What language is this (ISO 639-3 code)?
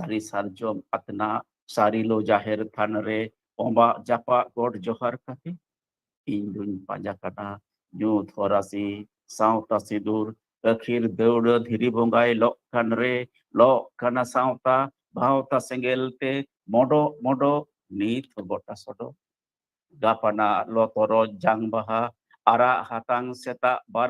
sat